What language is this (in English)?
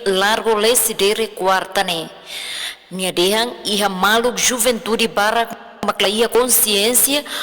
Tetum